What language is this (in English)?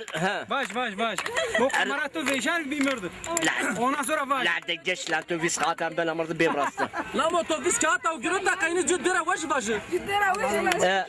Zaza